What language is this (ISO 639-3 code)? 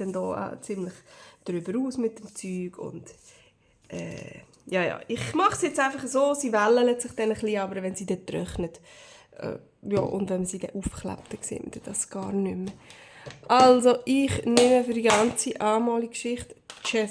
gsw